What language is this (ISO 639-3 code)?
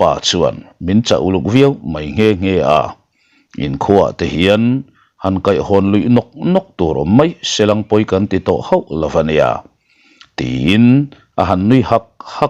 lus